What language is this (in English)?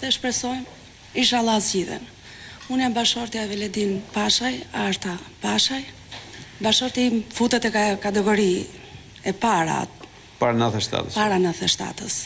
Albanian